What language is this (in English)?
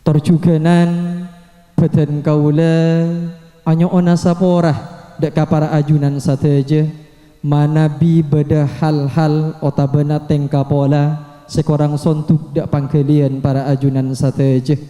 Madurese